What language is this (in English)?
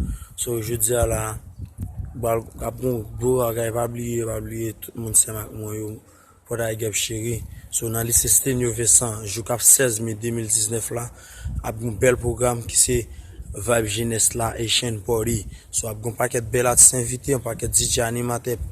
Haitian Creole